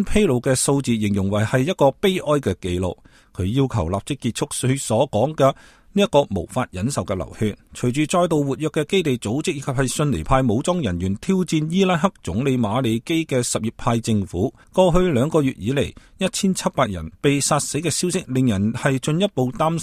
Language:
Cantonese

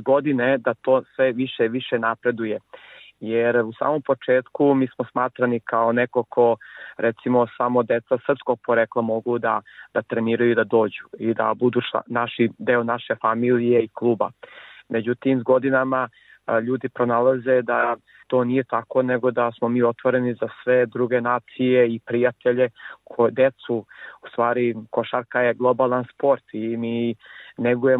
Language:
Serbian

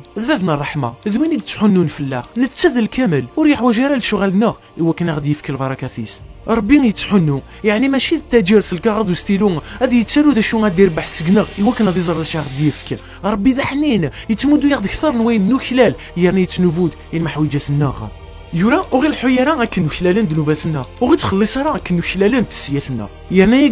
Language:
Kabyle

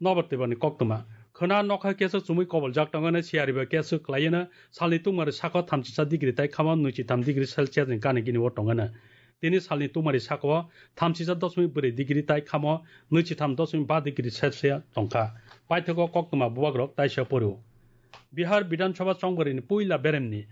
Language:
Kok Borok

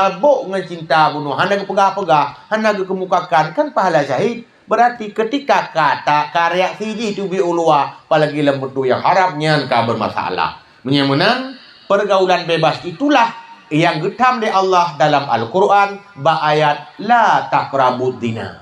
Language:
Achinese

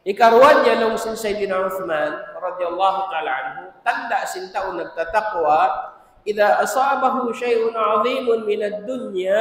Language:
Tausug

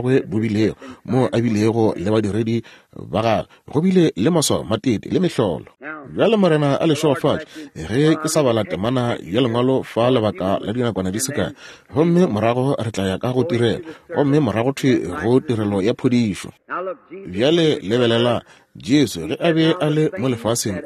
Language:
Northern Sotho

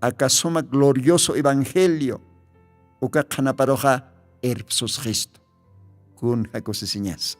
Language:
Aymara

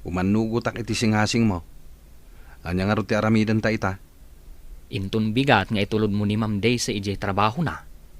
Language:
Iloko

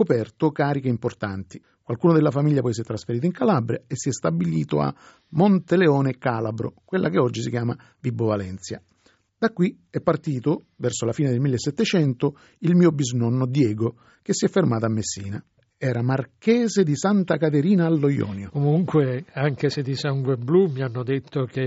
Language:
Italian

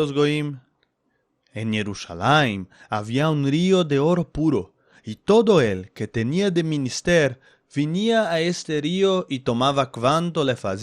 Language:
Ladino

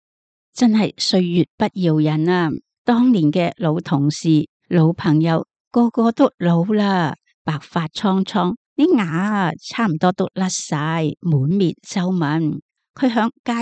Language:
Cantonese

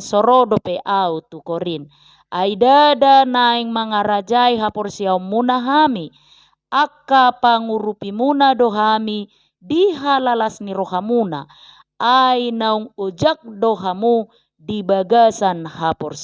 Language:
Batak Toba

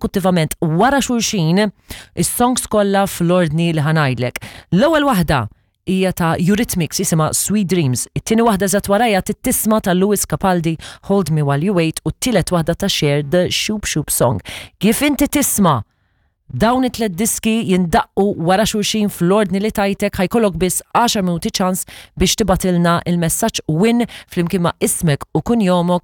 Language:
Maltese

